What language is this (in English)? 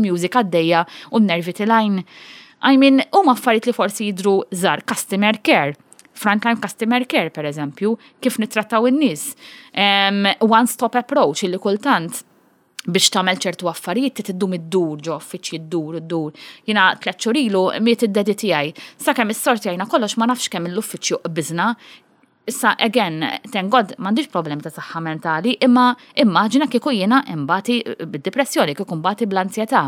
Maltese